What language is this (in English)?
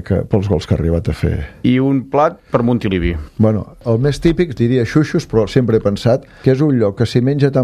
Catalan